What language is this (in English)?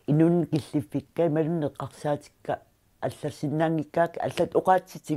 Kalaallisut